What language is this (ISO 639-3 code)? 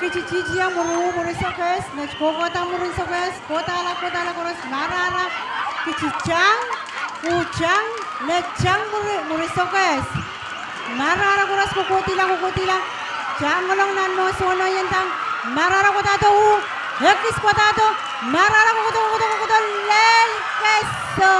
pon